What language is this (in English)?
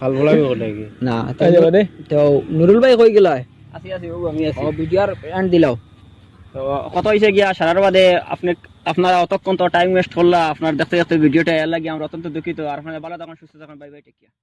Sylheti